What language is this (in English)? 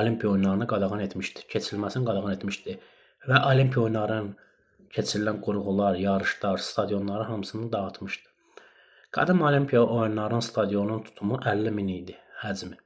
Azerbaijani